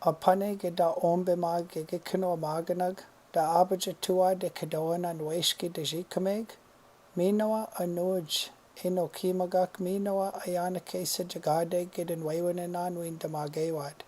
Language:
Chippewa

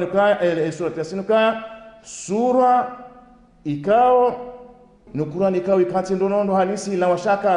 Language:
Ngazidja Comorian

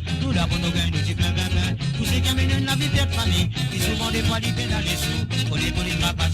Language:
Morisyen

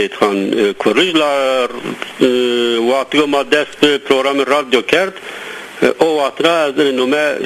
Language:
Zaza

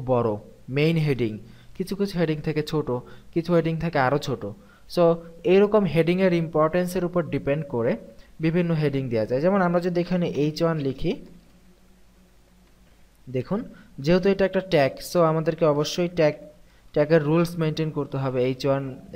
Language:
Bangla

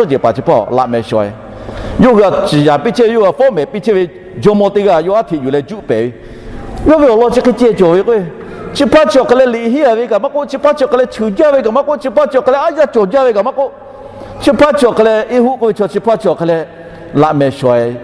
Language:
Lahu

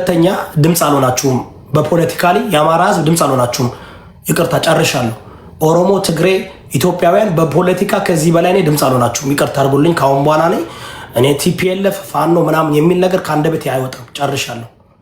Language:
Amharic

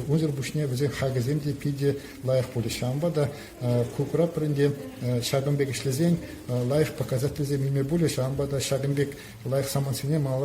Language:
Chuvash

